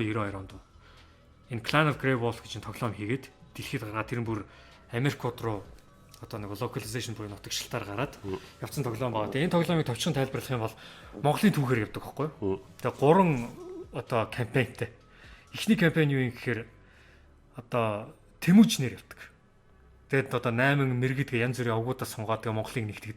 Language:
Mongolian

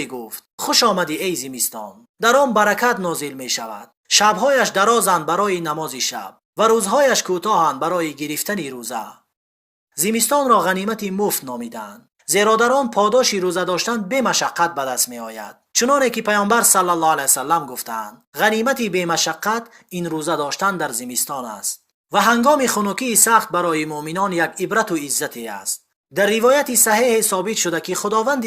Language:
Tajik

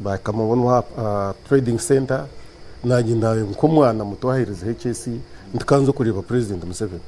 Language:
Nyankole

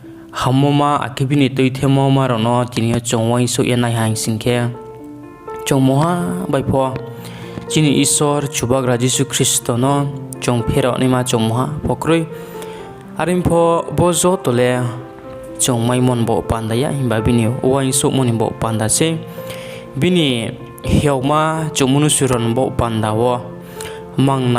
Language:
Riang (India)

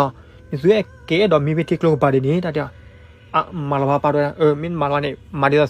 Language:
S'gaw Karen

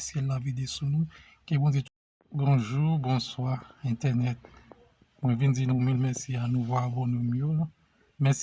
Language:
Haitian Creole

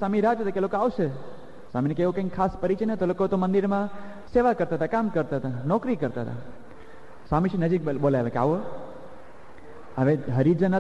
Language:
Gujarati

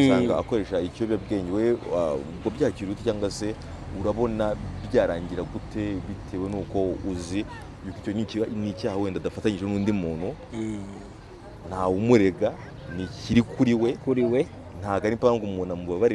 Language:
Kinyarwanda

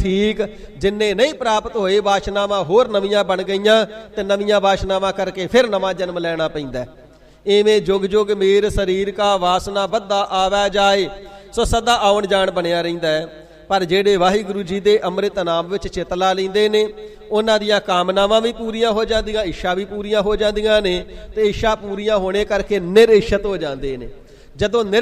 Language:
Punjabi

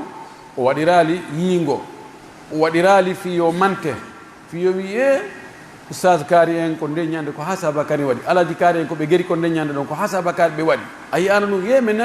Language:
Pular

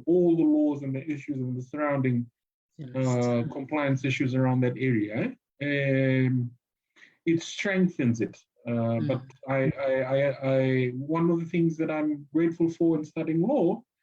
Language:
Fijian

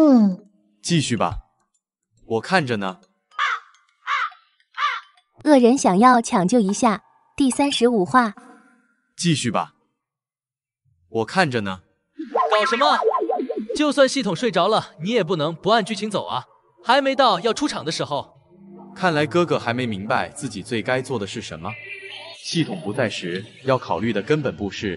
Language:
Chinese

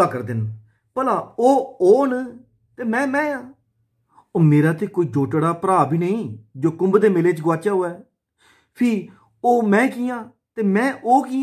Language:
Dogri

